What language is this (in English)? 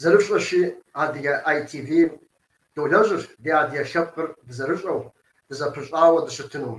Kabardian